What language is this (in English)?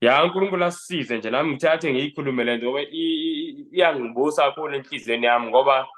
Zulu